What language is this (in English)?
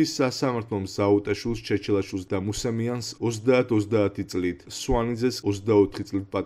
Georgian